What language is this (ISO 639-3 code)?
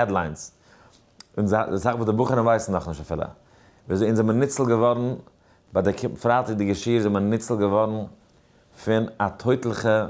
yid